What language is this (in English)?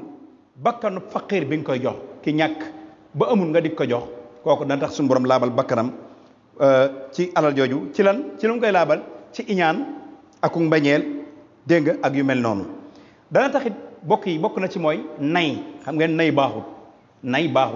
Wolof